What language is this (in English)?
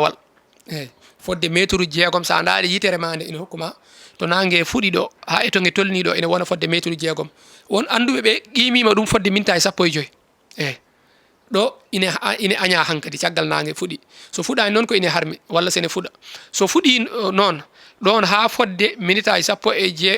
Fula